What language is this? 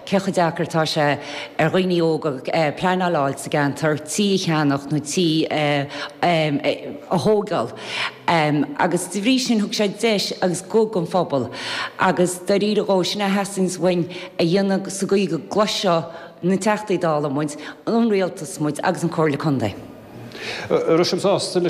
Irish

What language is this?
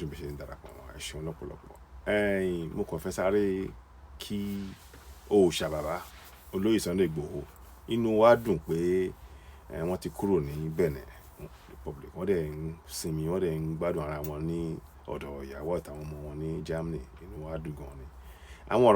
Yoruba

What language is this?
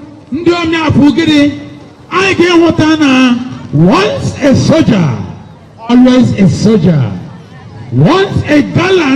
Igbo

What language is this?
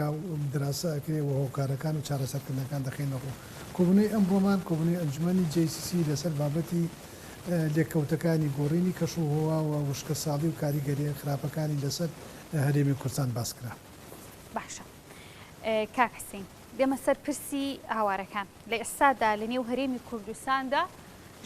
Central Kurdish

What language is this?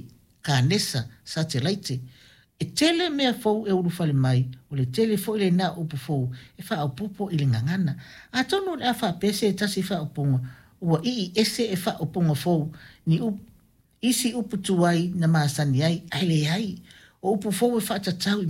Samoan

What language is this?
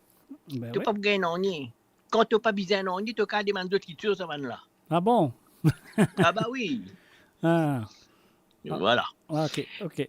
Morisyen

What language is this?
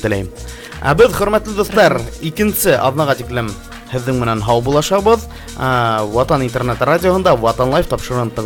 Bashkir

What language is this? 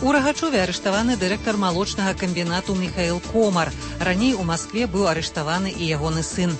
Belarusian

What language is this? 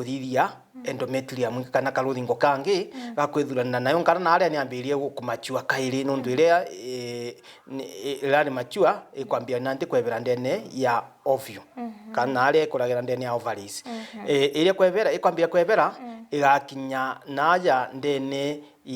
Meru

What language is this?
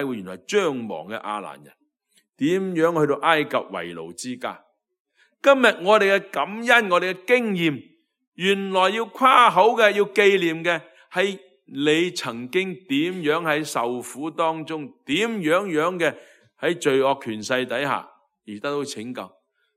Cantonese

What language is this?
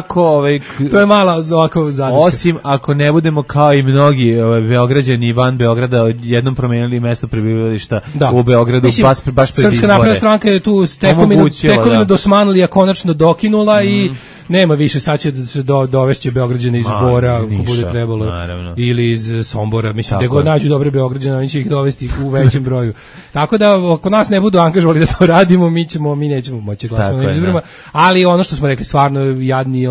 Serbian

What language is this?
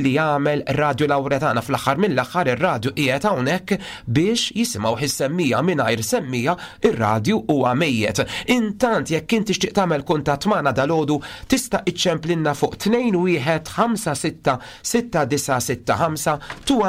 Maltese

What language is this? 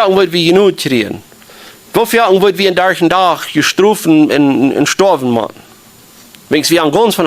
Plautdietsch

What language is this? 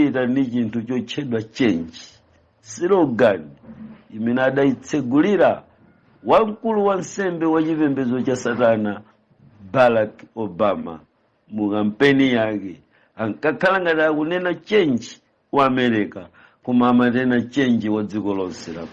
Nyanja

